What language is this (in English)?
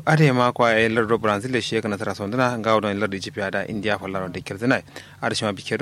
Kanuri